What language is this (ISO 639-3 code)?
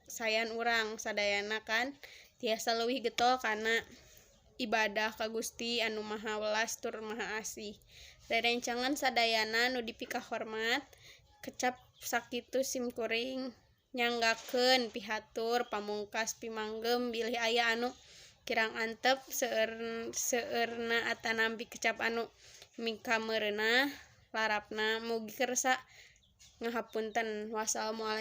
sun